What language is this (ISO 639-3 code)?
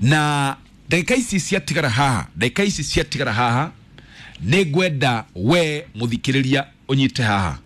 kik